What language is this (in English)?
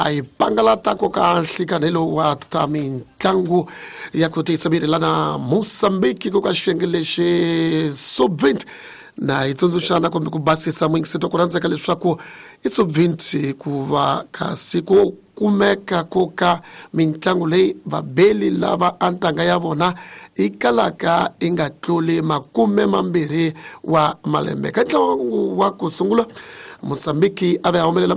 Tsonga